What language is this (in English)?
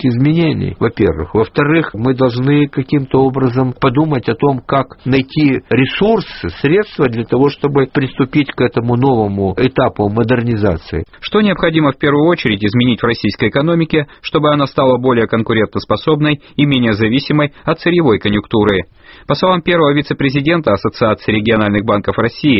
Russian